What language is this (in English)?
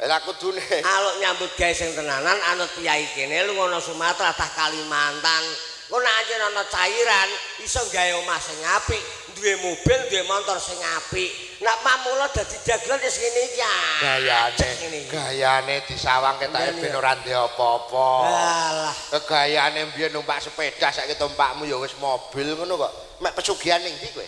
Javanese